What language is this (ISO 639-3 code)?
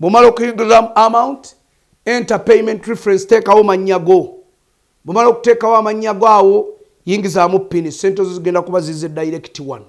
lug